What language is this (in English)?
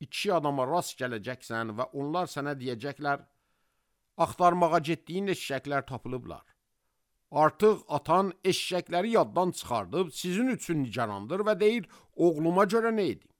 Azerbaijani